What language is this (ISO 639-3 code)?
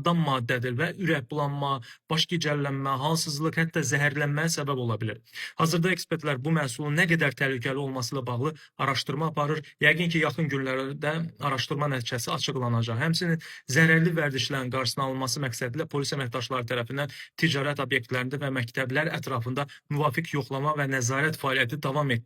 aze